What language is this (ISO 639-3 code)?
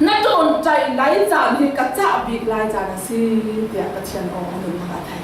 cfm